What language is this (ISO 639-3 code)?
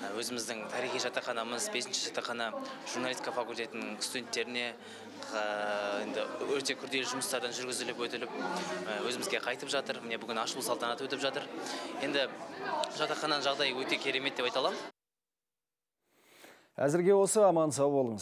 kaz